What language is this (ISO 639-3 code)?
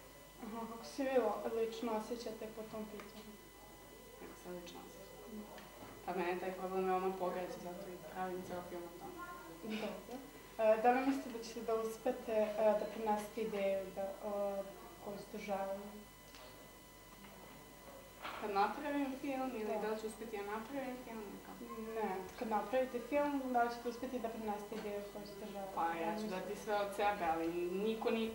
srp